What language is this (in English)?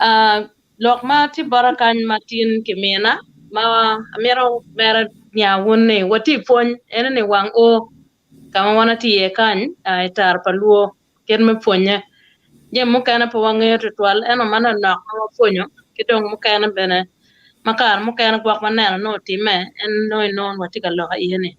Acoli